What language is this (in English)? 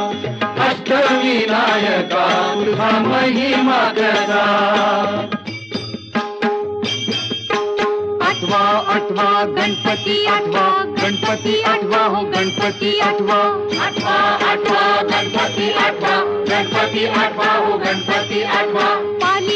Marathi